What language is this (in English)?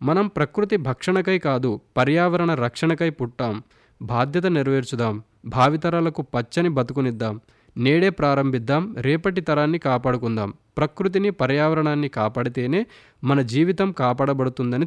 Telugu